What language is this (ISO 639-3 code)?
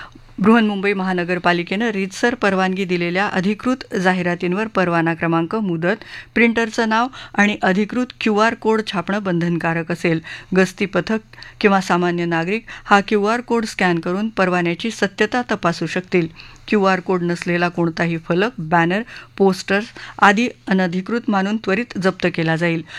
mar